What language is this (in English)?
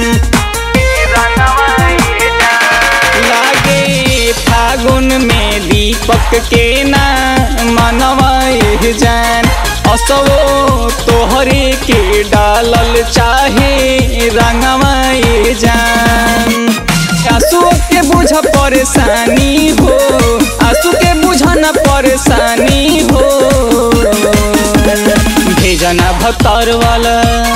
Bhojpuri